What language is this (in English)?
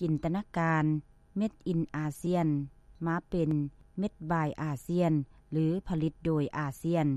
Lao